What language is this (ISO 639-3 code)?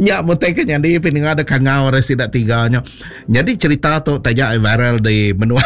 iba